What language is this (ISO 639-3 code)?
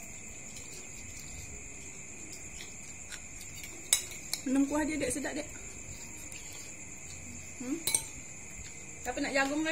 msa